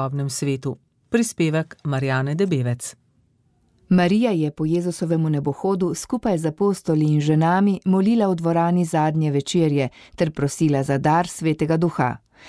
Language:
Slovenian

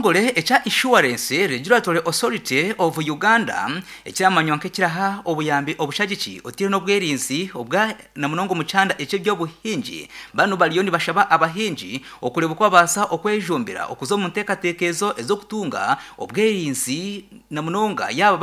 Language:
Nyankole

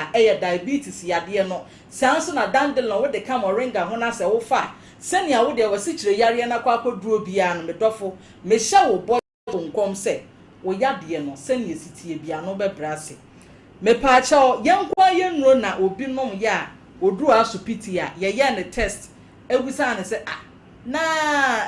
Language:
Akan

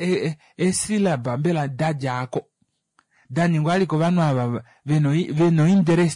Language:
Kuanyama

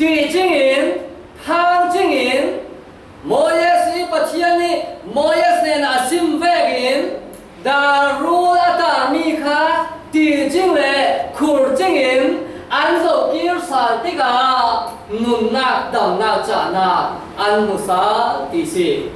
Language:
Falam Chin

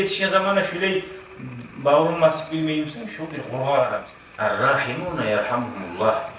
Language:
Kumyk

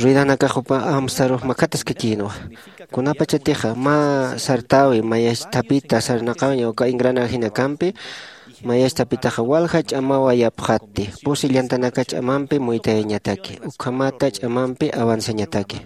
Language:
Aymara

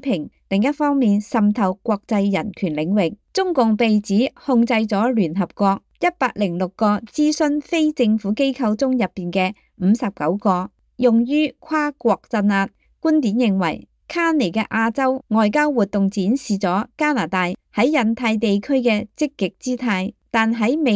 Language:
Cantonese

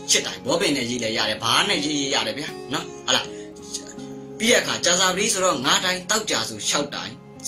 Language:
Burmese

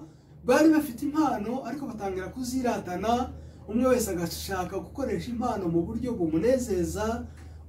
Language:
Kinyarwanda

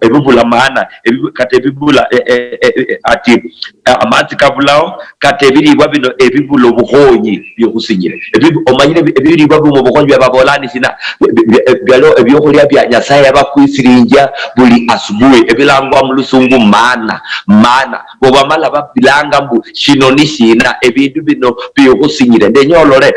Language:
Luyia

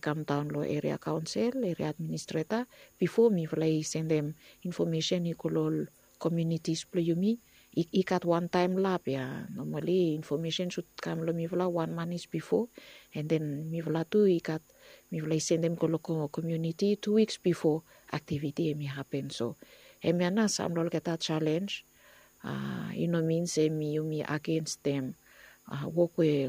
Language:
Bislama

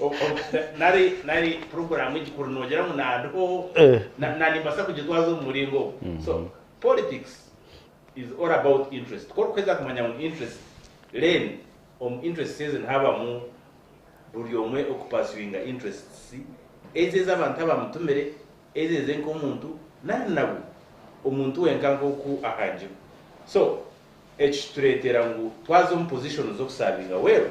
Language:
Nyankole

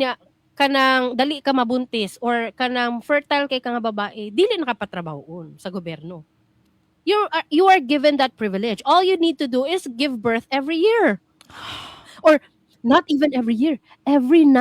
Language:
Cebuano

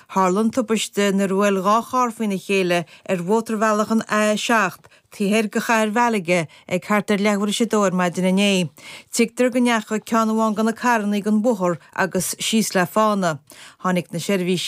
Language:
Irish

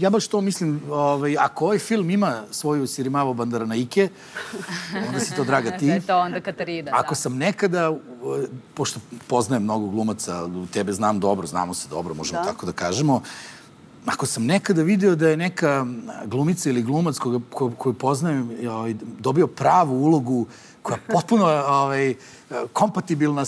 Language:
Serbian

